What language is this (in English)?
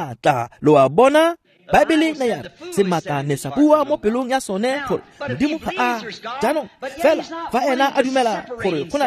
Tswana